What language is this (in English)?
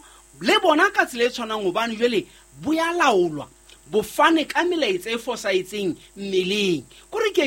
Southern Sotho